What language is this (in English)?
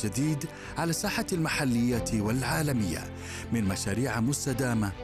Arabic